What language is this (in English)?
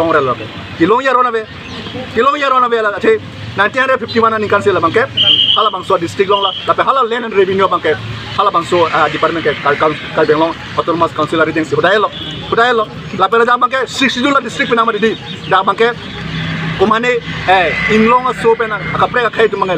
Karbi